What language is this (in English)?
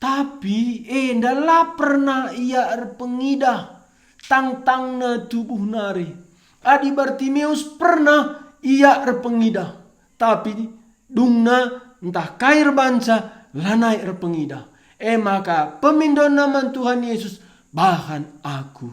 Batak Karo